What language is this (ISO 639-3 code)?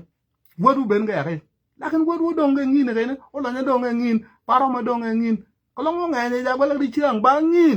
nus